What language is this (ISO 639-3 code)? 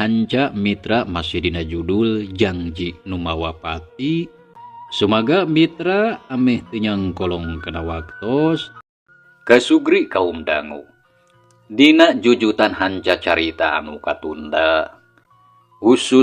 sun